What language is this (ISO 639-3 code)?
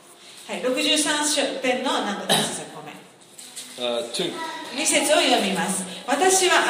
jpn